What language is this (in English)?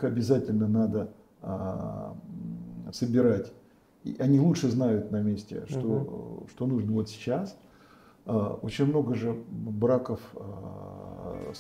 Russian